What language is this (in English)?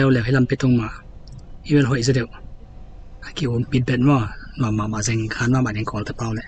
Tedim Chin